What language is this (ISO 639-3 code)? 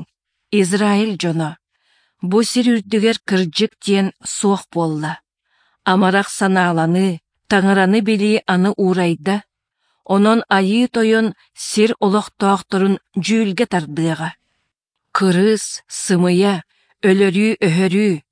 sah